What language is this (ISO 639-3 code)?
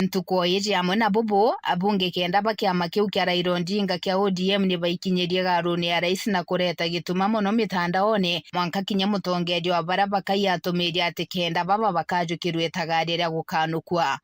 mer